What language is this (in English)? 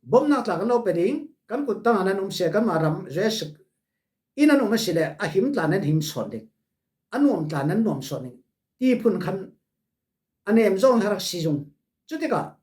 Falam Chin